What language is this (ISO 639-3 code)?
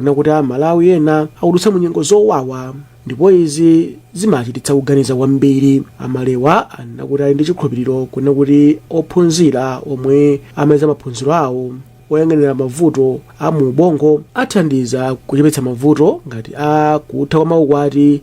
nya